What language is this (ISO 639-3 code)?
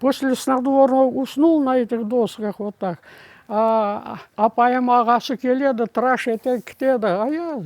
crh